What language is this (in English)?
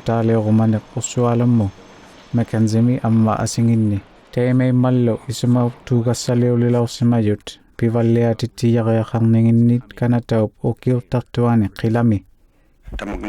Inuktitut